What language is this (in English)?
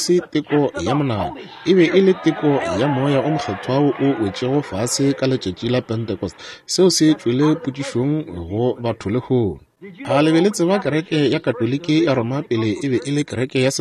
Northern Sotho